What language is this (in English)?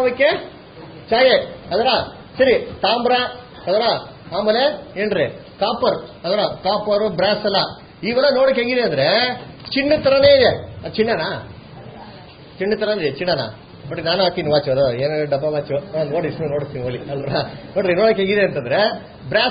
Kannada